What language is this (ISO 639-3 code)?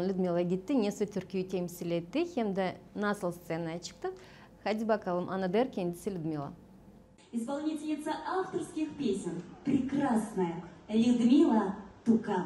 gag